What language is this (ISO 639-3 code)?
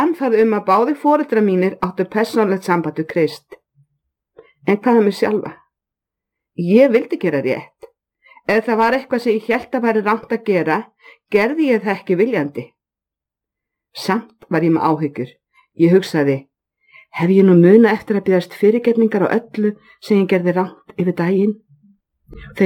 isl